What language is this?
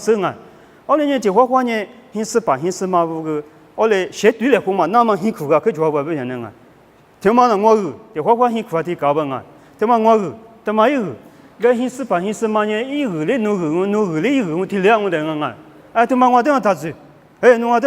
Lisu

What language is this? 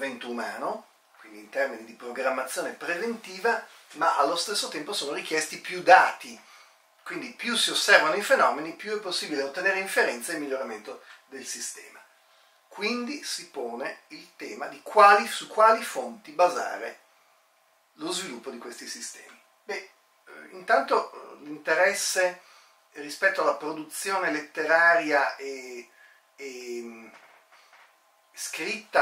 Italian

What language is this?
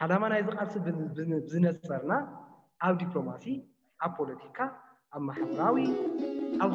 Tigrinya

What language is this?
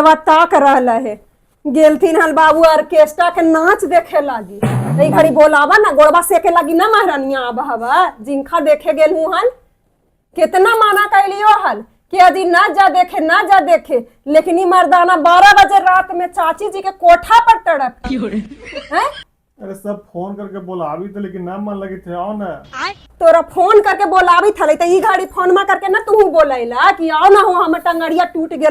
Magahi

